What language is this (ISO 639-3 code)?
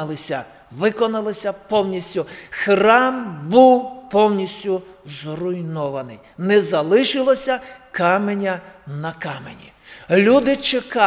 ukr